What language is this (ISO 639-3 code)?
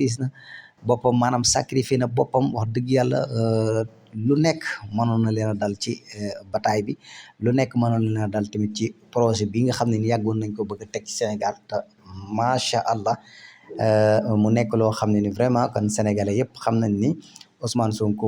wol